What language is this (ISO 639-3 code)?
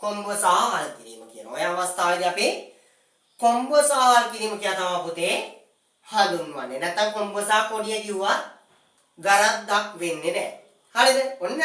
sin